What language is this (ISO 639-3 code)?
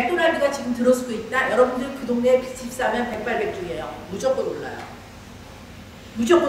kor